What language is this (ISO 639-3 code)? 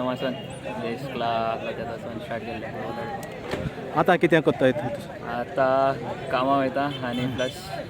kok